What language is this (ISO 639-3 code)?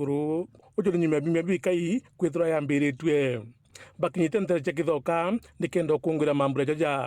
mer